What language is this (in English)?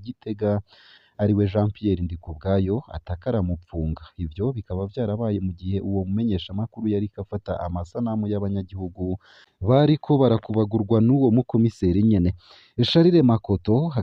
Rundi